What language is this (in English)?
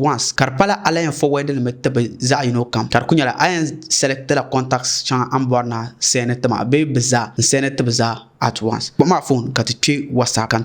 Dagbani